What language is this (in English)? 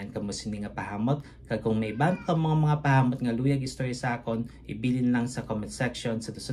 Hiligaynon